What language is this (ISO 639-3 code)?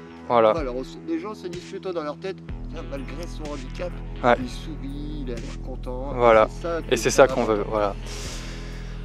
fra